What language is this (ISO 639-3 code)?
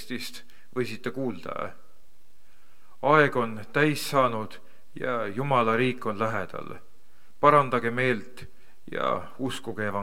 est